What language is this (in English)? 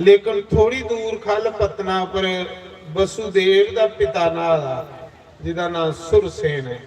Dogri